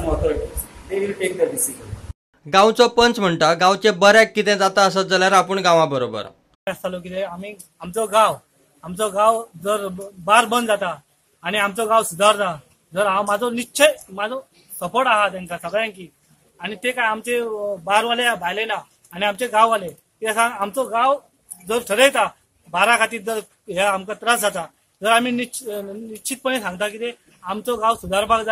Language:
Konkani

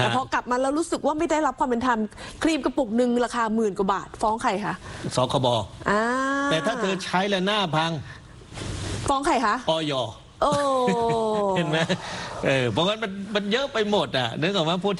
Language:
Thai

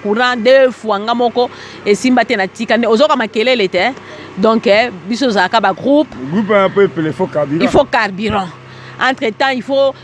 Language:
Lingala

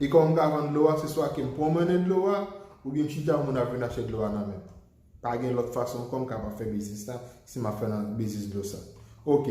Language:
Haitian Creole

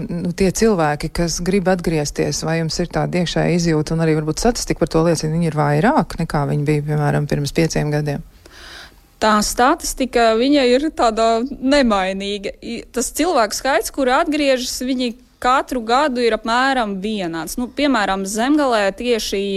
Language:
Latvian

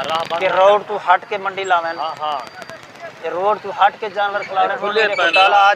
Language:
Saraiki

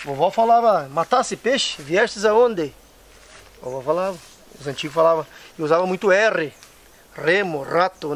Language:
Portuguese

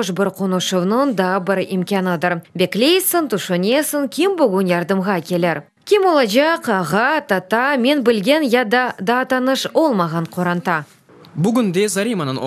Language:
Crimean Tatar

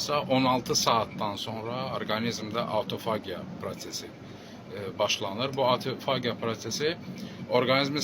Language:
Azerbaijani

